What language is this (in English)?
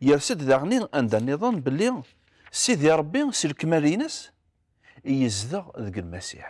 Kabyle